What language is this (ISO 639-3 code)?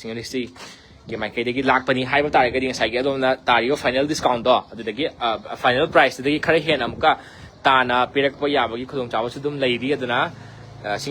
mni